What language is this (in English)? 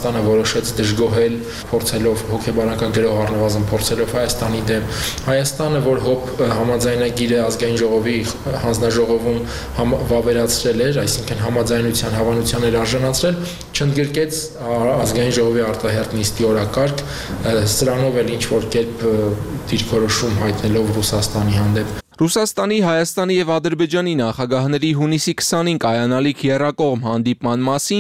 Armenian